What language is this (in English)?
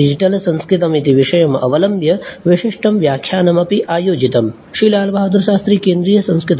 Sanskrit